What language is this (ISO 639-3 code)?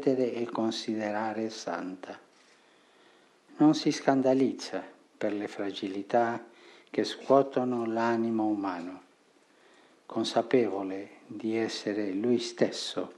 ita